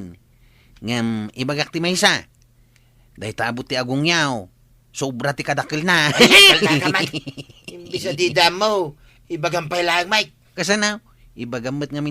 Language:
Iloko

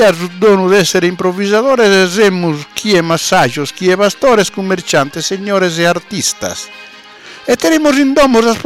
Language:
Sardinian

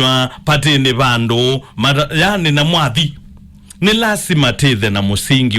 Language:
Kamba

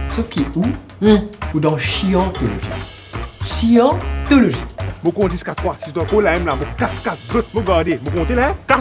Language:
Morisyen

